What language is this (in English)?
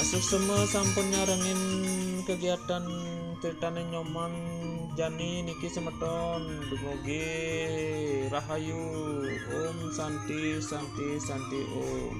Balinese